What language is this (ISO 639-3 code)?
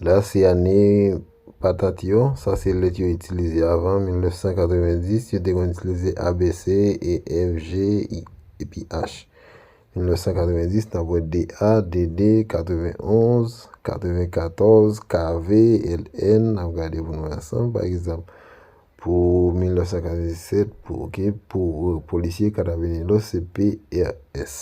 hat